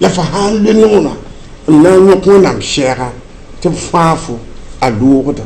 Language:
Mossi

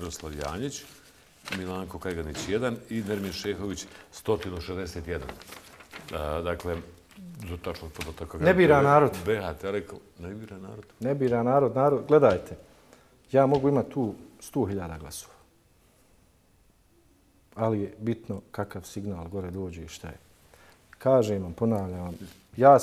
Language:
Bosnian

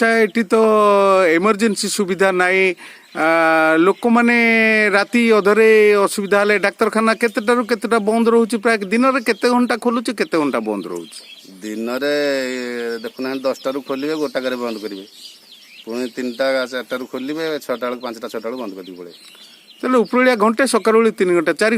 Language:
Odia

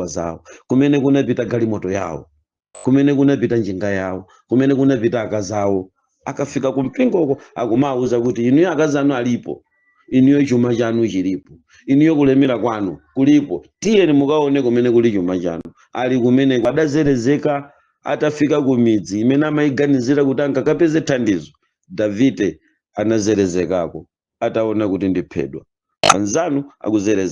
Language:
Nyanja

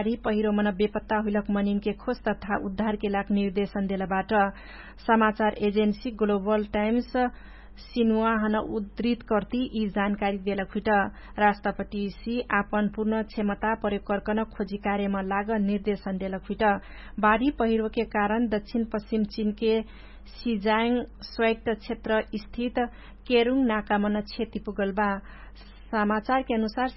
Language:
Dangaura Tharu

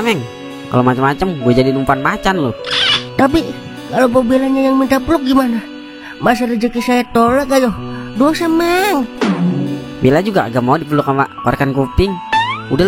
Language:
Betawi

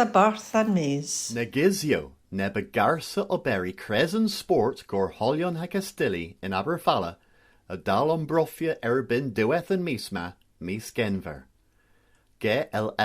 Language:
Cornish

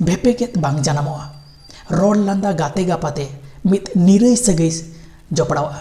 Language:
Santali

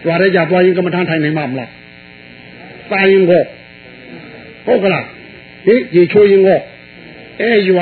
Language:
Burmese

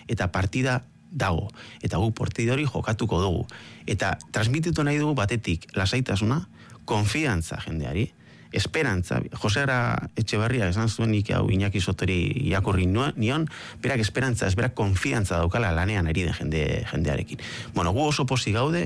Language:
Basque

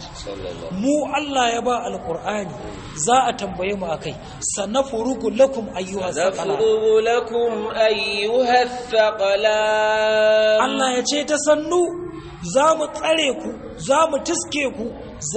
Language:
Hausa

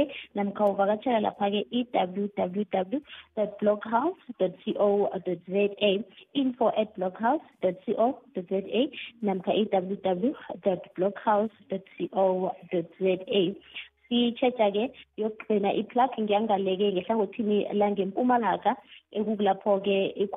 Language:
South Ndebele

